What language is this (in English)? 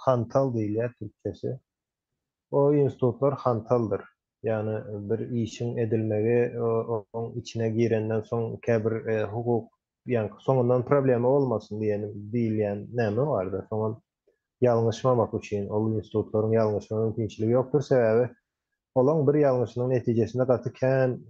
Turkmen